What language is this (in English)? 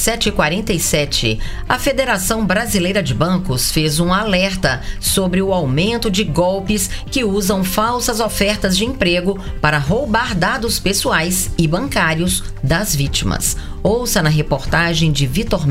Portuguese